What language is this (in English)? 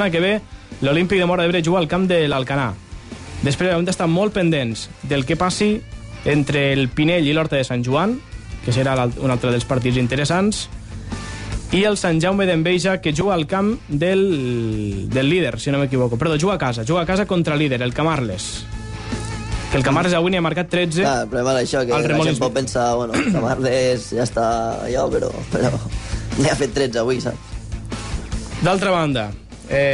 Catalan